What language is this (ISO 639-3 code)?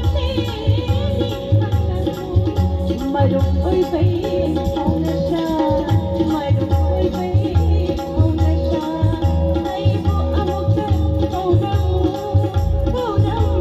mni